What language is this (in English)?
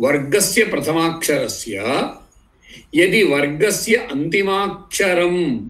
Sanskrit